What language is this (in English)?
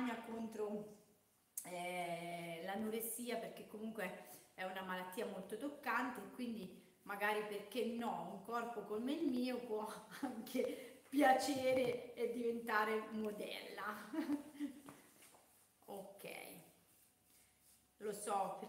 Italian